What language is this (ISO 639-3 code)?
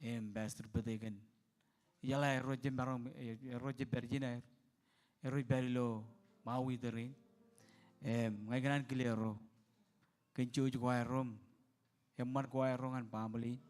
mah